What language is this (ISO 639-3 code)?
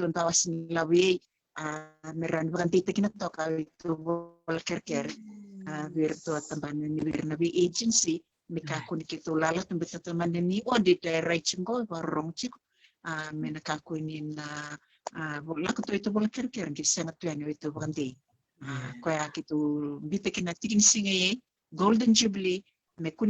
fij